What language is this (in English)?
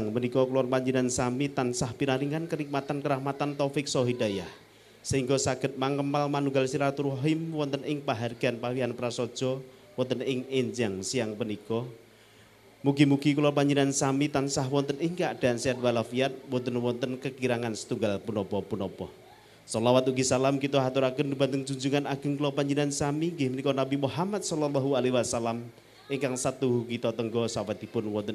Javanese